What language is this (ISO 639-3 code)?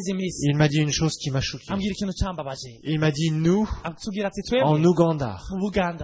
kin